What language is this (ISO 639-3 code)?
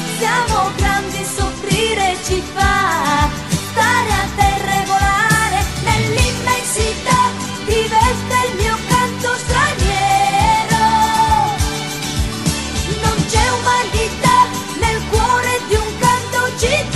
ita